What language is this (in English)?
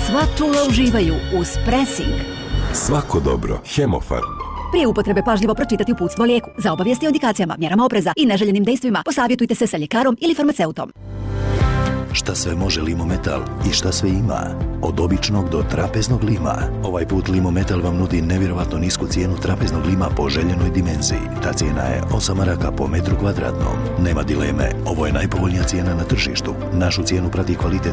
Bosnian